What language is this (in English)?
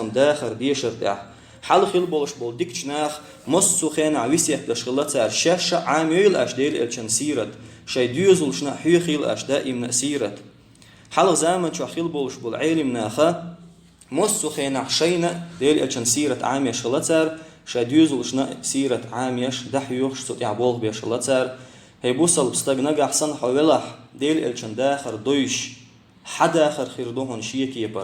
Chechen